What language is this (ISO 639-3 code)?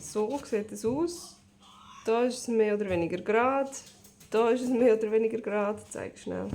gsw